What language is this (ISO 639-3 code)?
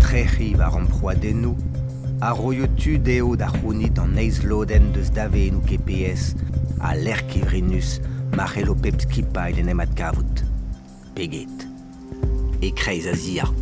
bre